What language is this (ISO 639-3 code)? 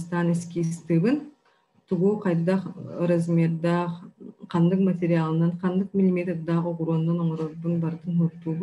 sah